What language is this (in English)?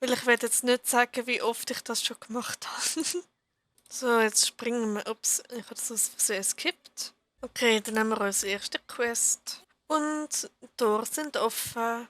Swiss German